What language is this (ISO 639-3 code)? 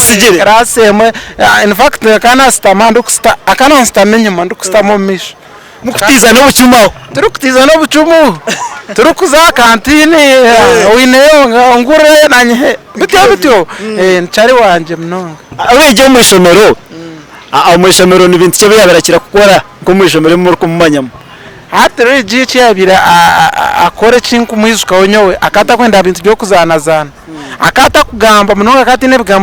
nyn